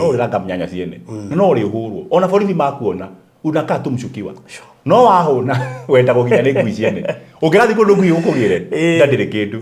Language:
Kikuyu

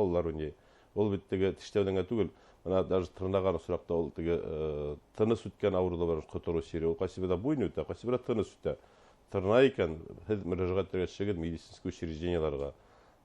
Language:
Bashkir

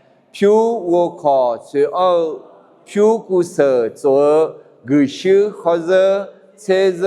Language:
Akha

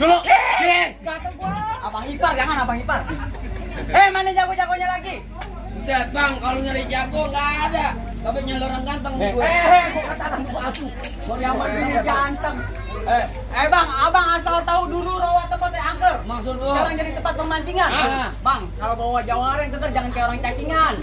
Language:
Betawi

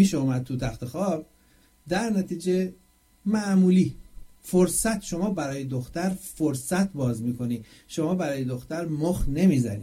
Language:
Persian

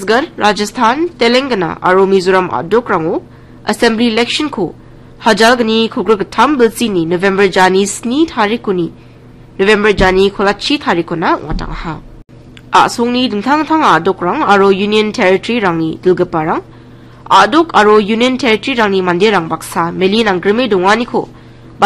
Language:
Garo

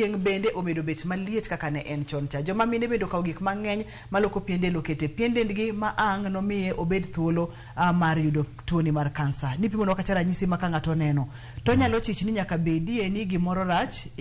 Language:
Luo (Kenya and Tanzania)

